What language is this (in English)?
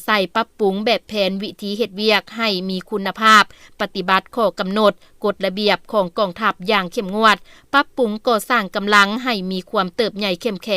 Lao